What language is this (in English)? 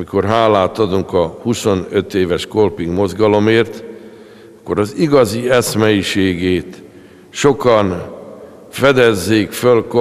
Hungarian